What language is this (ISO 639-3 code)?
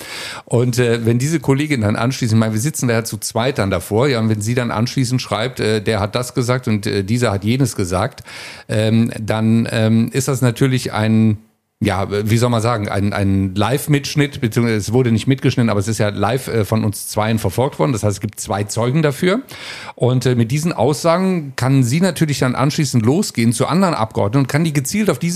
deu